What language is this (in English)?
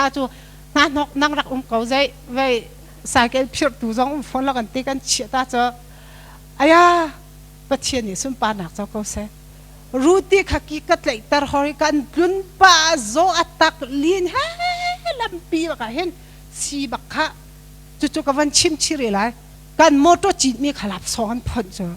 Hakha Chin